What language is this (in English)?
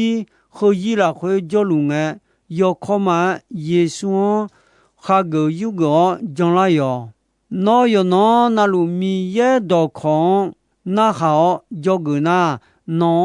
Akha